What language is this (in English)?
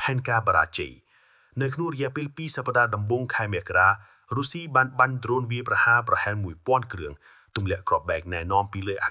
Khmer